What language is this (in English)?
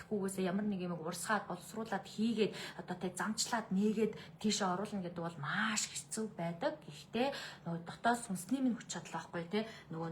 Mongolian